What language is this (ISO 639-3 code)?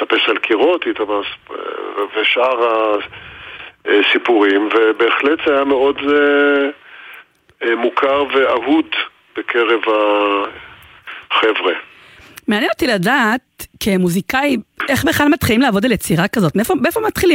heb